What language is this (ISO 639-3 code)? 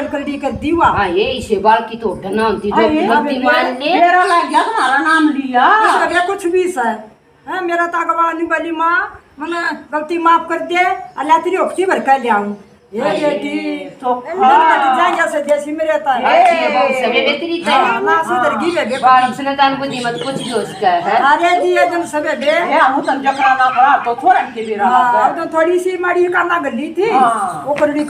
bgc